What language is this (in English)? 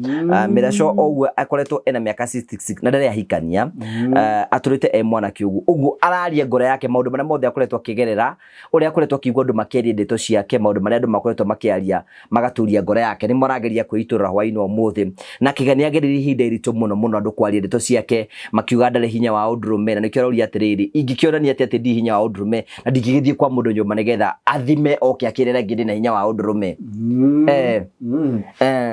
Kikuyu